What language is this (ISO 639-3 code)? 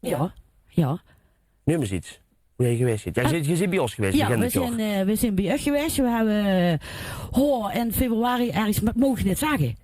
lim